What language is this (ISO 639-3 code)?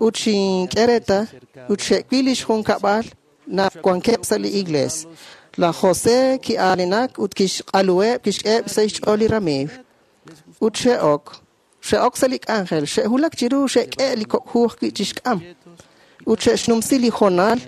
kek